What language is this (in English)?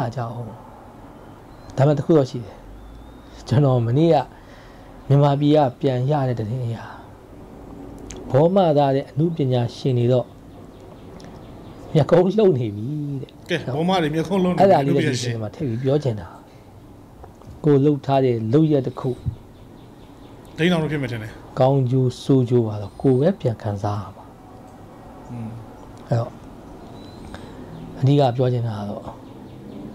Burmese